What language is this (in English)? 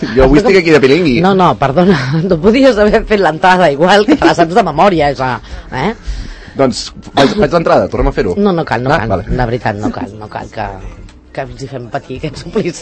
Catalan